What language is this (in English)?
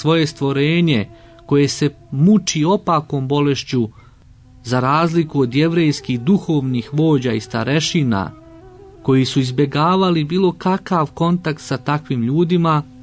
Serbian